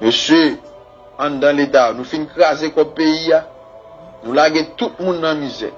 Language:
Haitian Creole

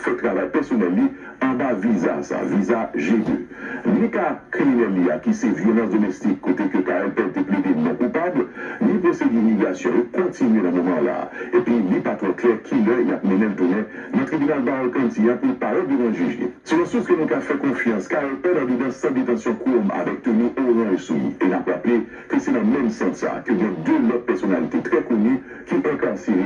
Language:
Haitian Creole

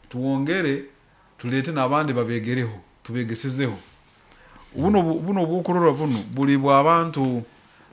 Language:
Nyoro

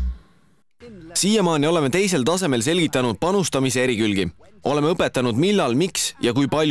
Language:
Estonian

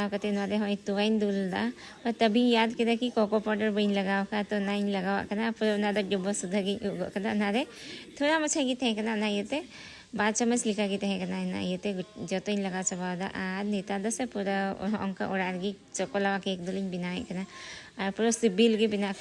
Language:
Santali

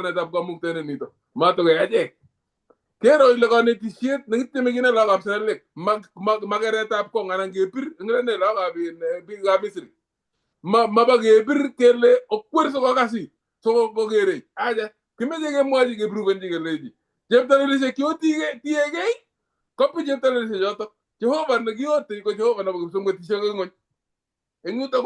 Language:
Kalenjin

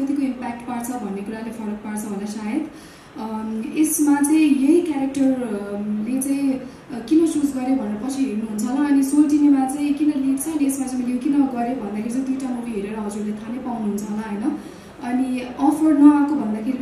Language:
Nepali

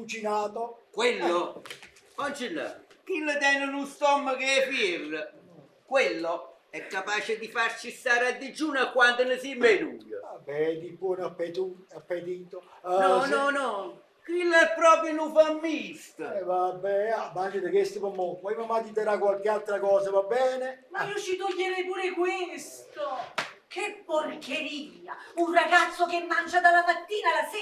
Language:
Neapolitan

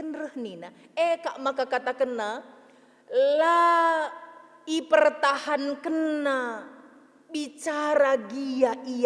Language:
Batak Karo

